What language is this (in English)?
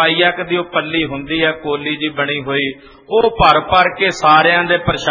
Punjabi